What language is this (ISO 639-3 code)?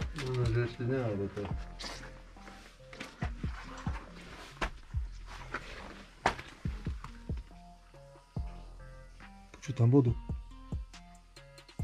slk